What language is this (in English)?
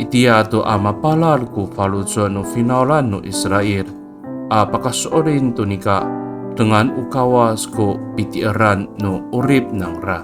Amis